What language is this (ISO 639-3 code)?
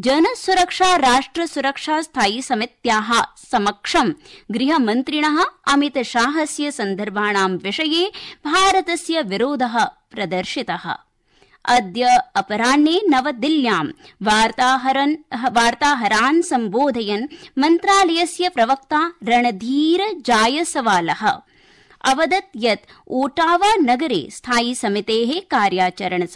san